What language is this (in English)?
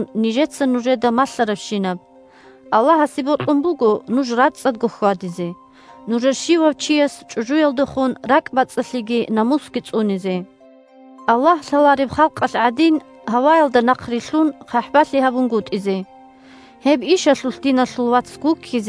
Avaric